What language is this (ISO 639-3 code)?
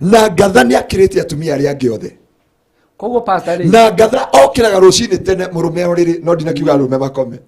kik